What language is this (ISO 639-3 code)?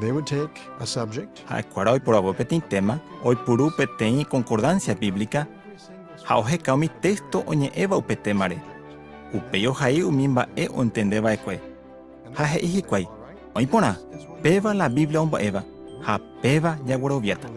grn